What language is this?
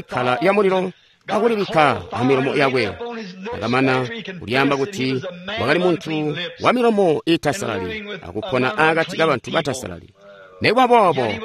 Tonga (Zambia)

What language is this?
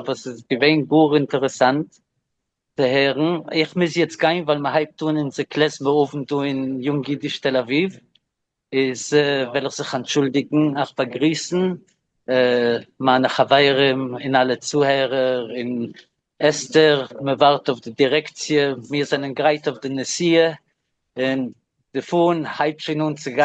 Yiddish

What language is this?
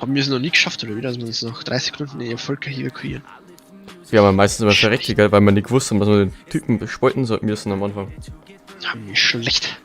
Bavarian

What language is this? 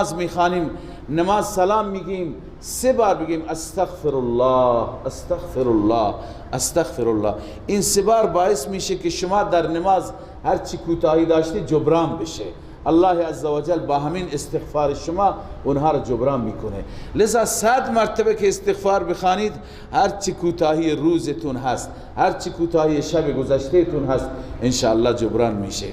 Persian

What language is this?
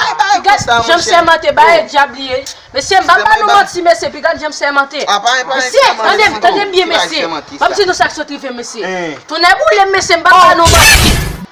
Haitian Creole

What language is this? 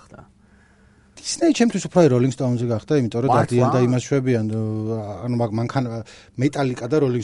Georgian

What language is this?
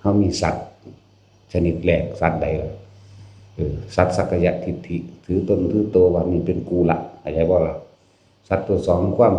Northeastern Thai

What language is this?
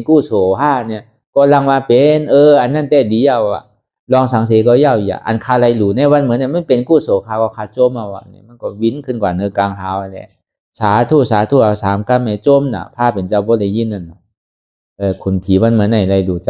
Shan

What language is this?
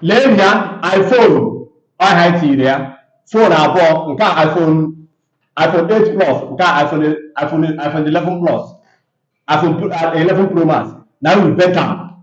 Igbo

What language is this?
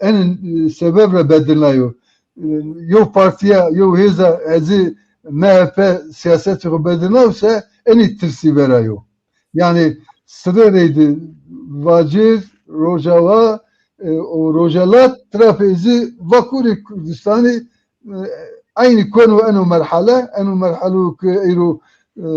Zaza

